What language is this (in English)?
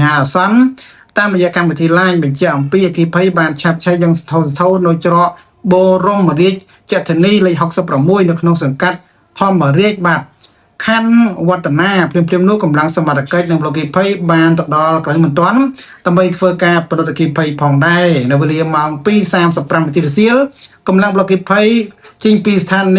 Khmer